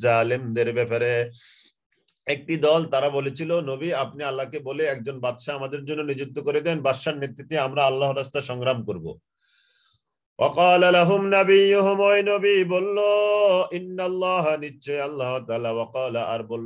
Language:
Bangla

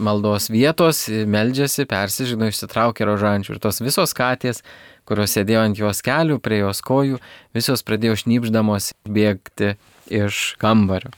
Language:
Lithuanian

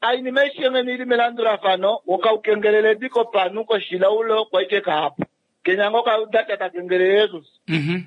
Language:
Kuanyama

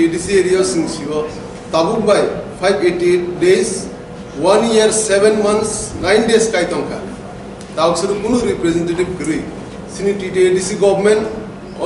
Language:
Kok Borok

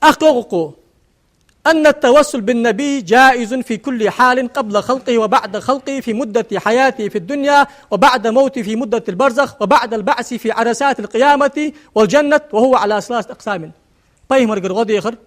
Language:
Ingush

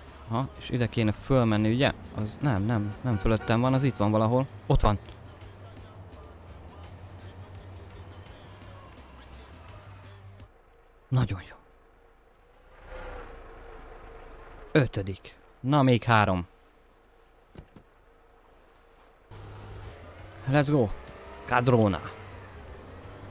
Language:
Hungarian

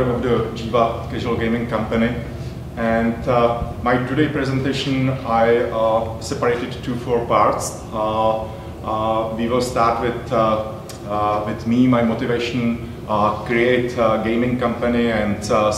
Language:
English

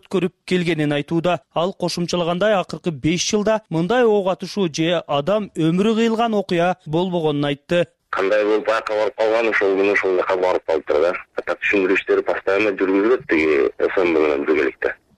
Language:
Kyrgyz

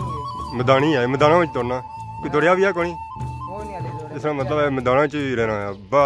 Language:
Pahari-Potwari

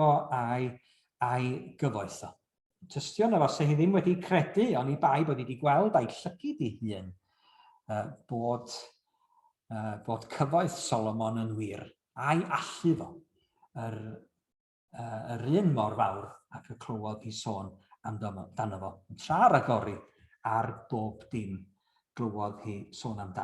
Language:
Welsh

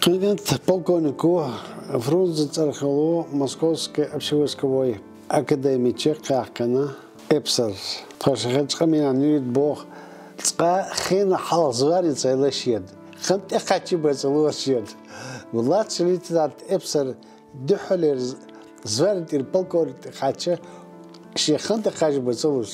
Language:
Chechen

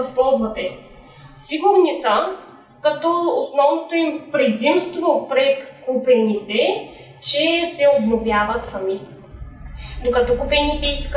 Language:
Bulgarian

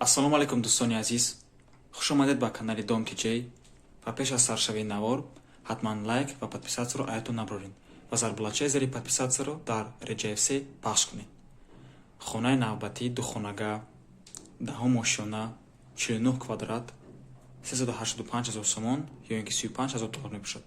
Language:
Tajik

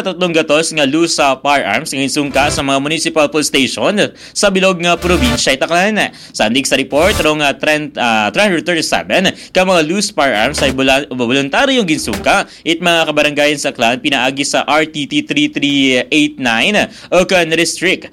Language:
Aklanon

